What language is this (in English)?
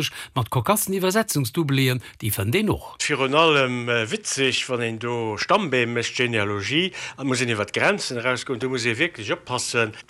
Luxembourgish